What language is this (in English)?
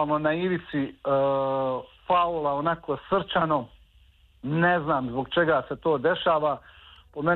Serbian